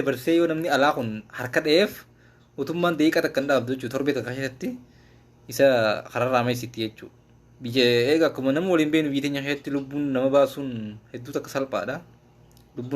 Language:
Oromo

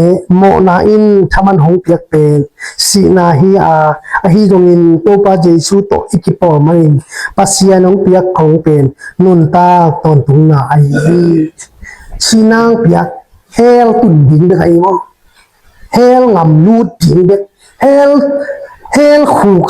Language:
Tedim Chin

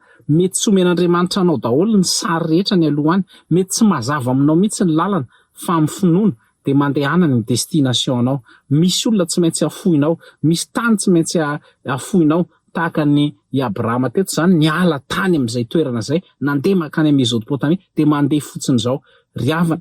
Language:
Malagasy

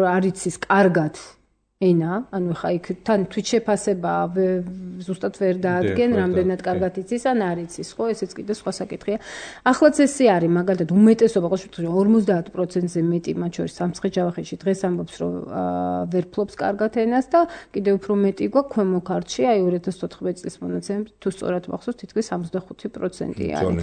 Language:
Georgian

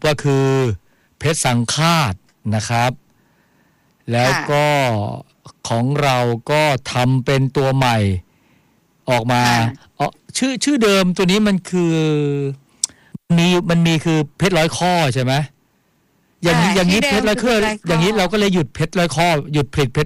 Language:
Thai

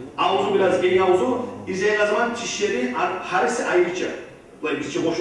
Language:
Kumyk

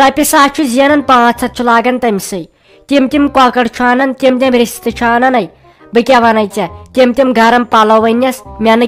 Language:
Kashmiri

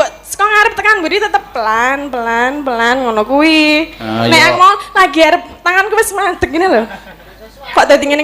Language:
Javanese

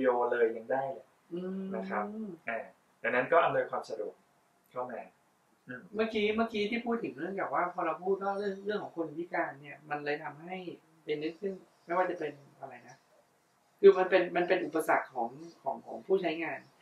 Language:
Thai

